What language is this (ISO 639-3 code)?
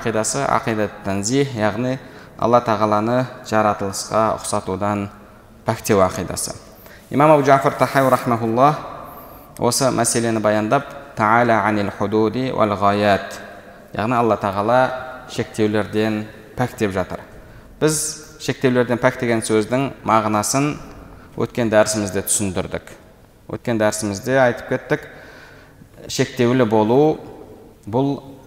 kaz